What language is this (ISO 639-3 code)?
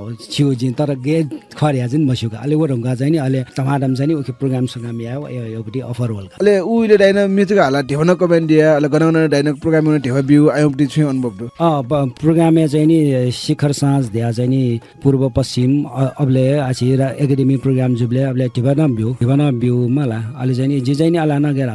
new